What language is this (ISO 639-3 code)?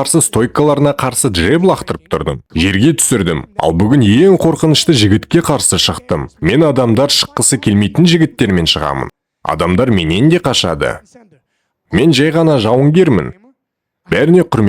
kaz